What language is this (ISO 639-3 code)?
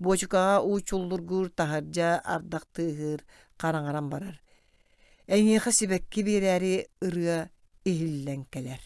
sah